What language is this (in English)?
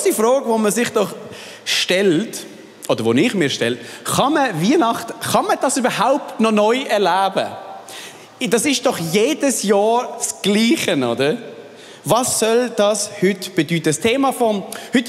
Swiss German